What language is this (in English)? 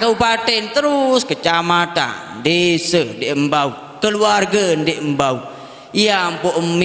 Sasak